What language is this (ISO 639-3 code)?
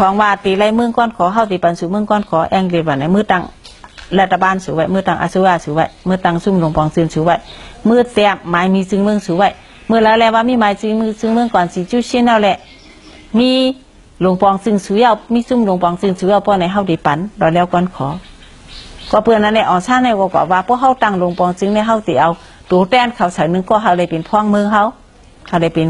shn